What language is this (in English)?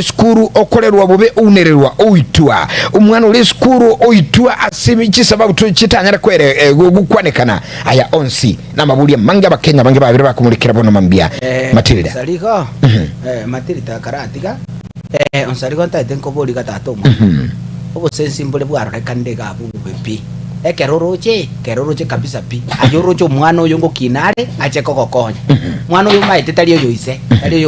Gusii